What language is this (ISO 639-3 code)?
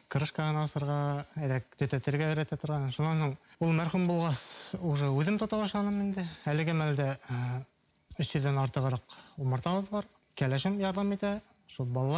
bak